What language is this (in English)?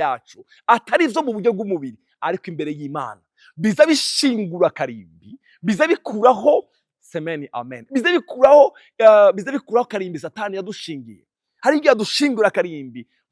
Rundi